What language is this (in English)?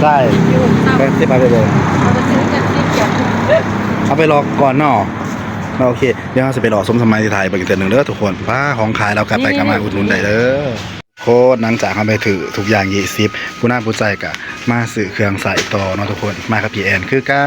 Northeastern Thai